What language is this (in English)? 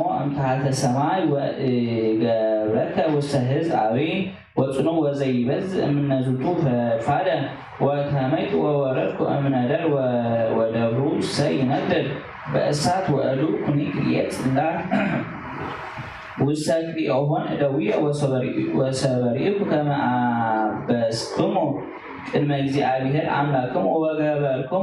Geez